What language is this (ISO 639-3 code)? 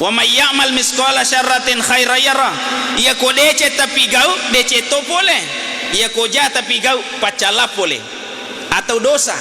bug